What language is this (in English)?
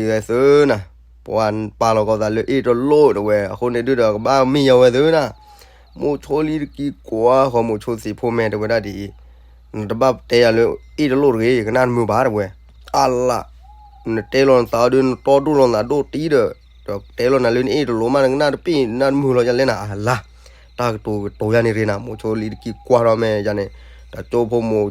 S'gaw Karen